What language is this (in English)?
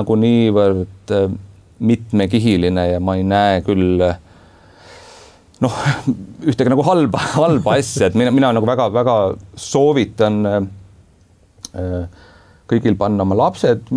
Estonian